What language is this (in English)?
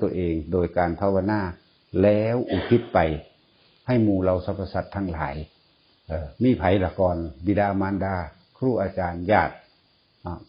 Northeastern Thai